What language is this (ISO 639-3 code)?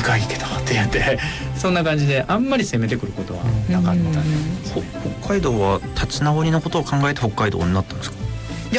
jpn